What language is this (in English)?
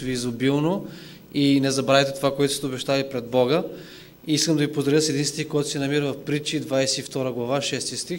Bulgarian